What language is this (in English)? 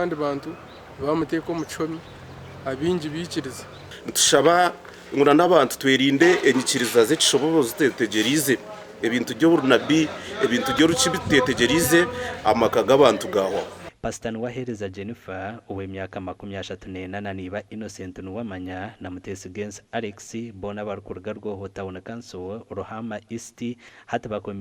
Nyankole